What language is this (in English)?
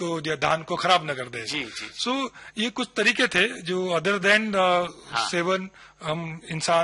Hindi